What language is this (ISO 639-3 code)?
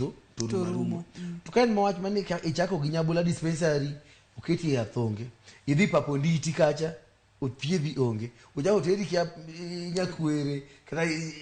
luo